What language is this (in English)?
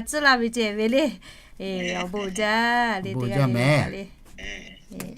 Lahu